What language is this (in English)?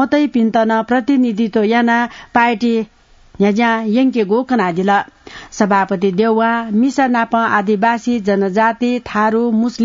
Newari